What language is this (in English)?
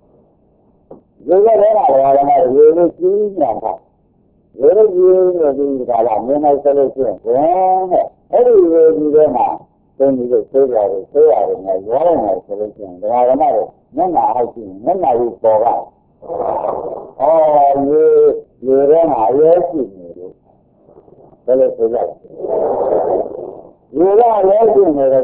Burmese